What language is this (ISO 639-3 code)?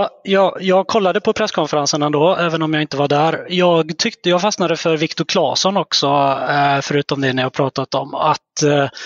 swe